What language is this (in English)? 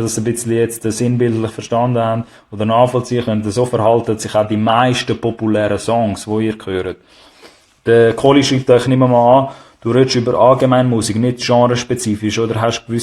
Swiss German